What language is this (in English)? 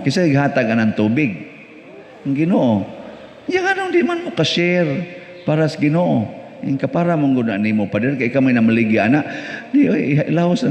Cebuano